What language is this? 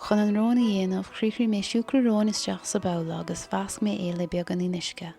Irish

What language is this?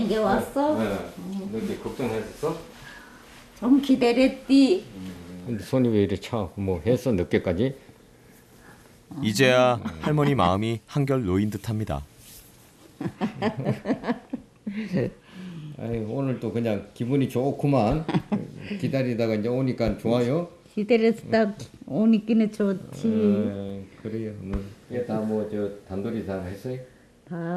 Korean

